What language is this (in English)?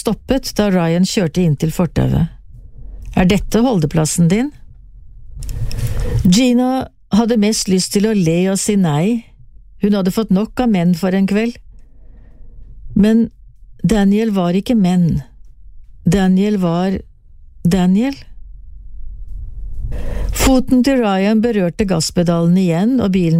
Norwegian